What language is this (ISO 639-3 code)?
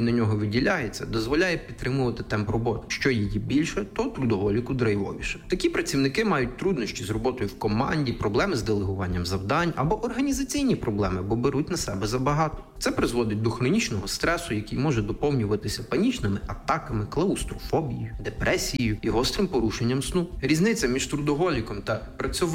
ukr